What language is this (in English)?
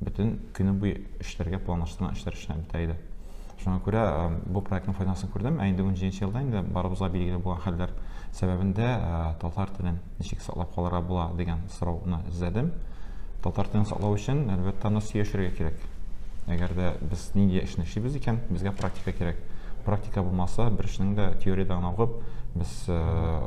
Tatar